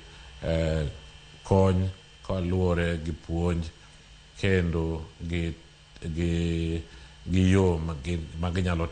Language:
Luo (Kenya and Tanzania)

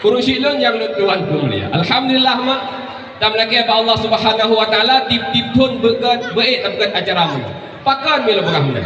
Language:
Achinese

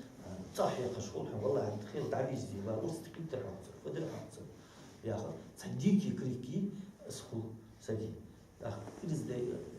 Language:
Ingush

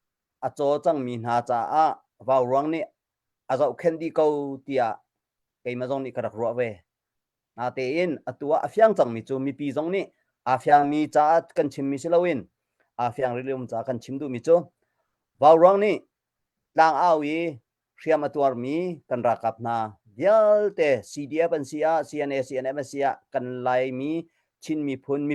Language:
Hakha Chin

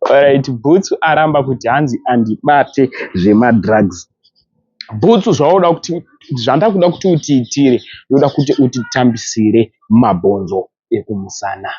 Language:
Shona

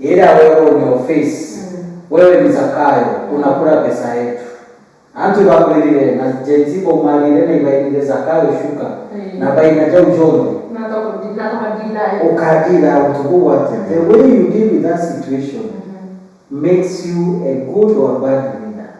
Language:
Meru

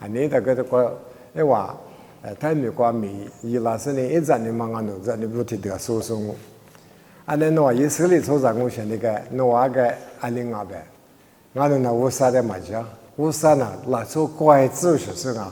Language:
Lisu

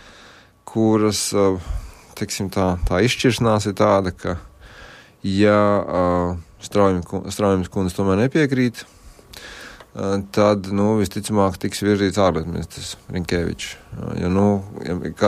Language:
Latvian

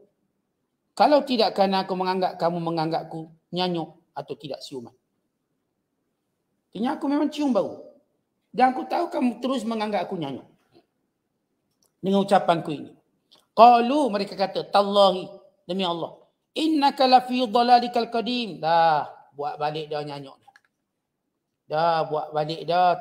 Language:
Malay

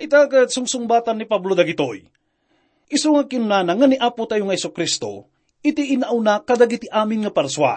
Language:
Iloko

